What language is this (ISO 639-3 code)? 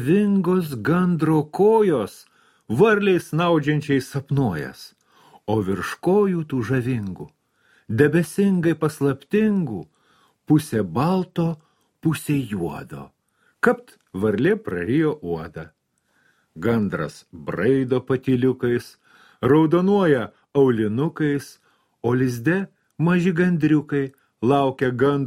lit